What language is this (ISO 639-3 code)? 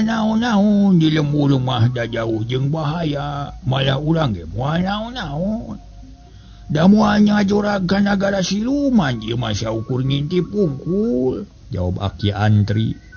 sun